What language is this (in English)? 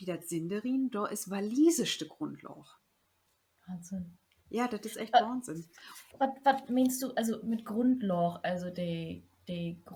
Low German